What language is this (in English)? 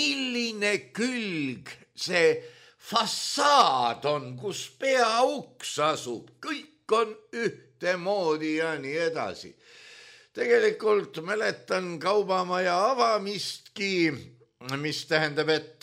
Estonian